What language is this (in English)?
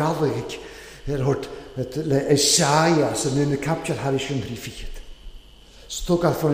Welsh